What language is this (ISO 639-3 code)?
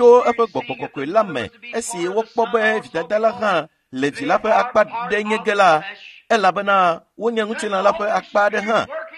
ewe